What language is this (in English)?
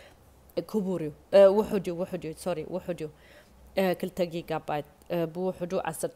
Tigrinya